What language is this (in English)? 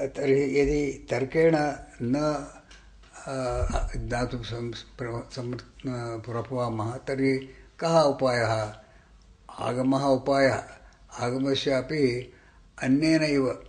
Sanskrit